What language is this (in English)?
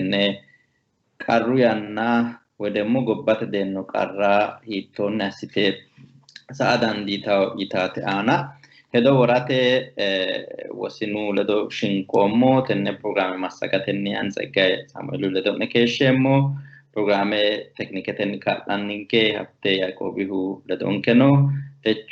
Sidamo